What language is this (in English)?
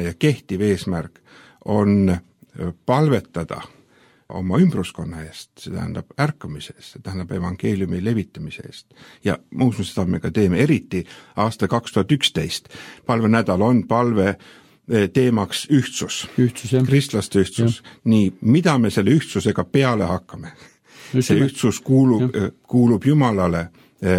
Estonian